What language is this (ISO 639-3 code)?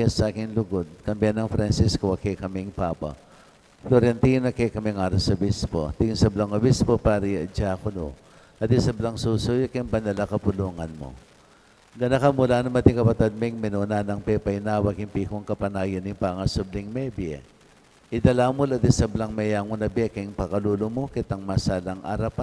pam